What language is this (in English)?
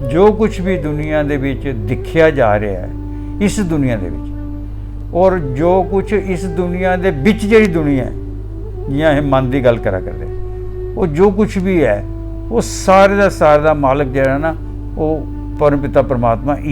Dogri